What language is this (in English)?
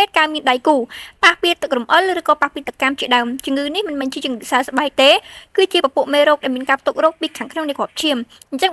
Khmer